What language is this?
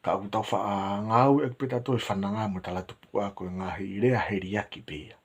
Tongan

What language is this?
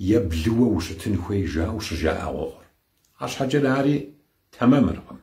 Kabardian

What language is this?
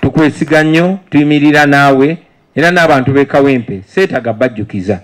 Ganda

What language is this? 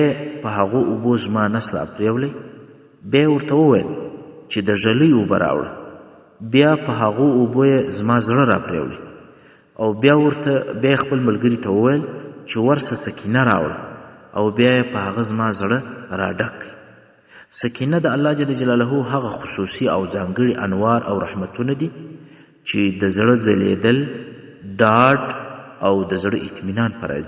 Pashto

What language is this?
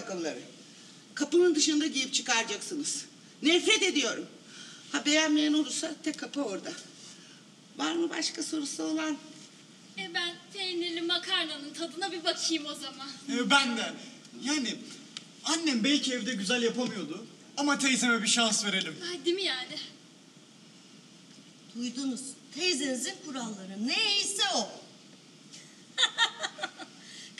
Turkish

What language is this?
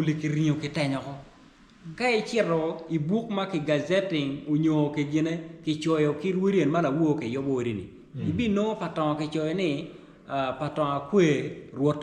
Acoli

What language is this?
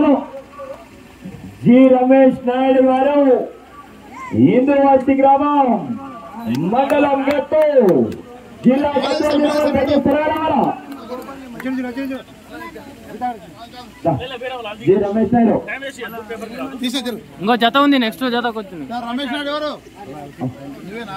Telugu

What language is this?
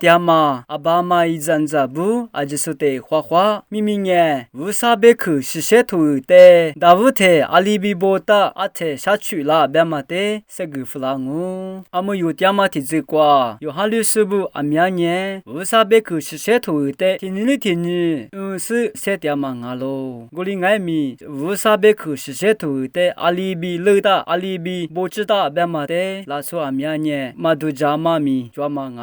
Lisu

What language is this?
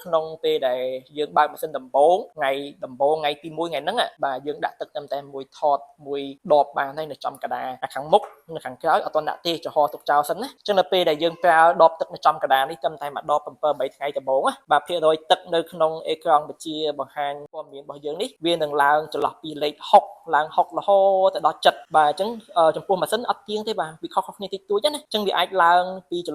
Khmer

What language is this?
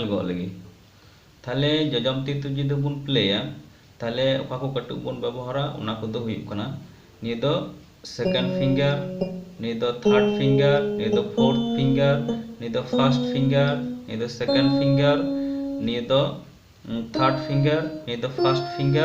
Santali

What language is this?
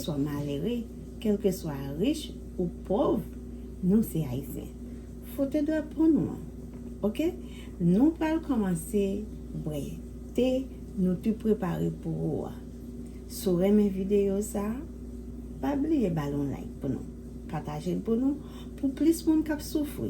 Haitian Creole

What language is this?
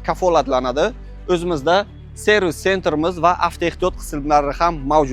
Uzbek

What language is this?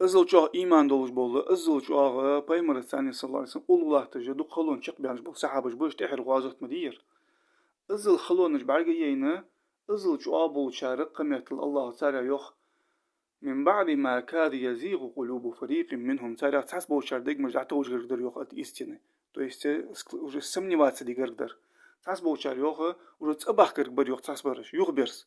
Ingush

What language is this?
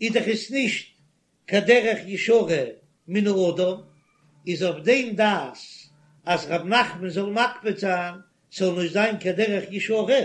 Yiddish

